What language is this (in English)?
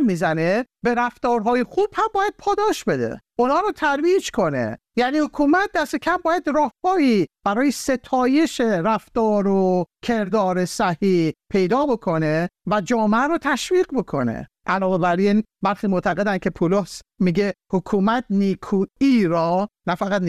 Persian